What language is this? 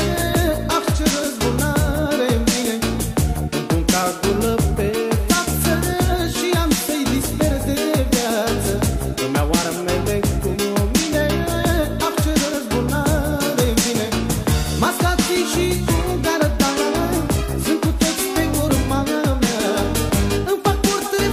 Romanian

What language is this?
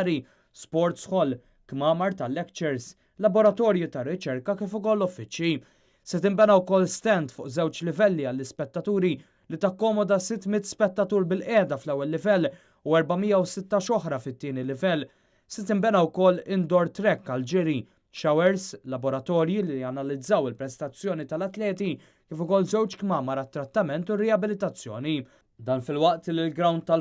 Maltese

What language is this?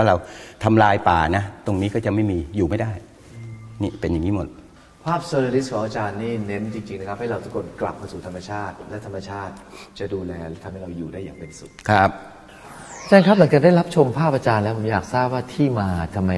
Thai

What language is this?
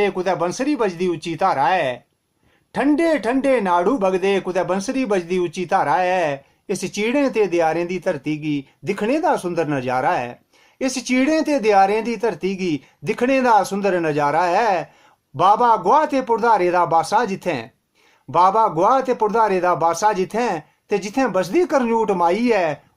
Dogri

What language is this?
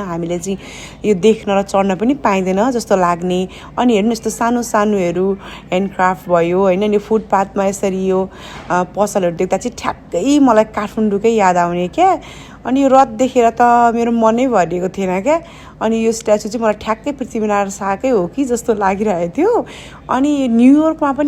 Nepali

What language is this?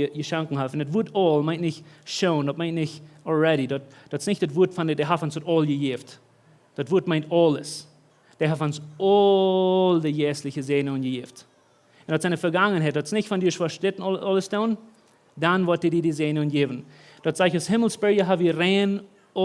Plautdietsch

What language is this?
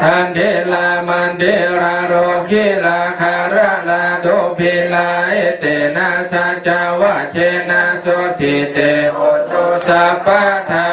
Pali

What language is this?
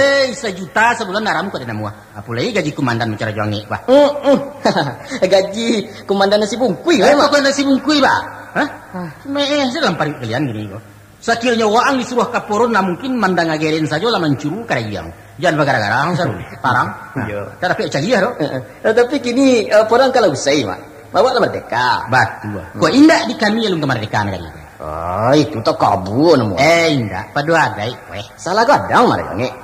Minangkabau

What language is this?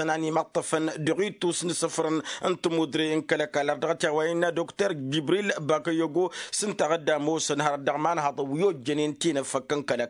Tamasheq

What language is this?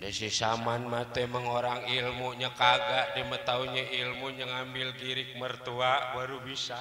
Betawi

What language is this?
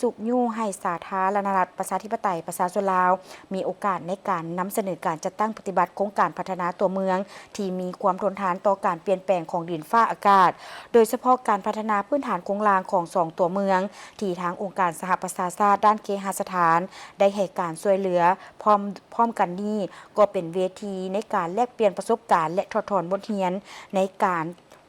Lao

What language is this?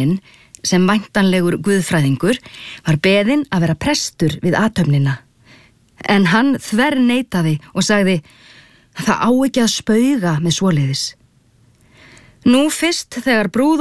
Icelandic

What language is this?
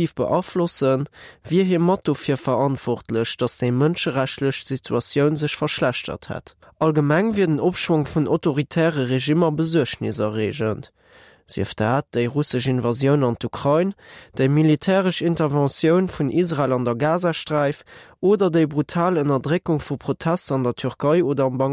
Luxembourgish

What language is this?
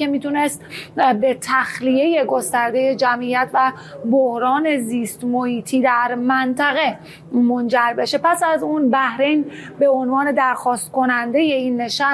Persian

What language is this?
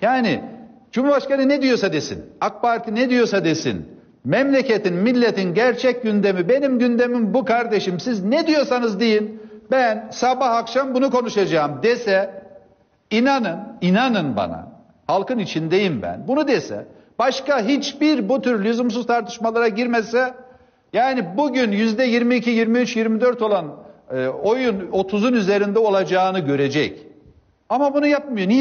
Turkish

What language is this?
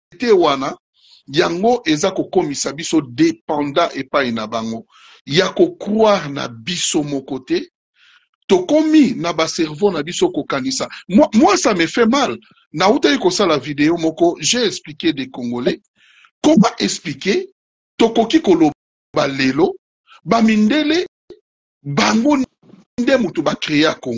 Lingala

